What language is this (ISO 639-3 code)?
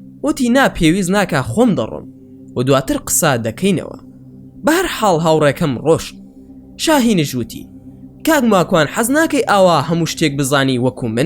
ckb